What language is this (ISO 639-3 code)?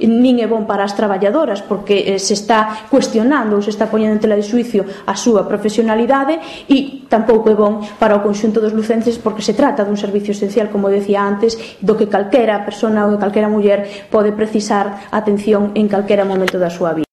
glg